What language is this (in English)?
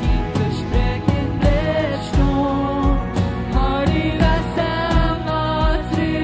Plautdietsch